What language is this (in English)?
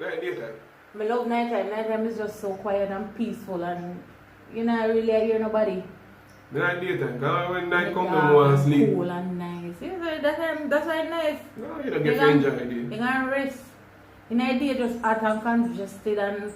Jamaican Creole English